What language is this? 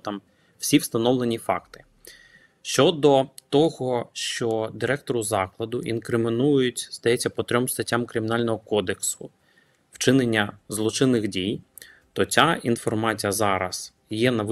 Ukrainian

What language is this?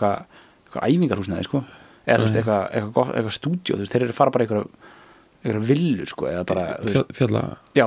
Icelandic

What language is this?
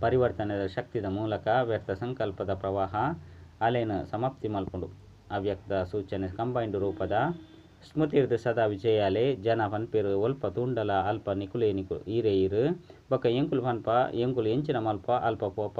Tulu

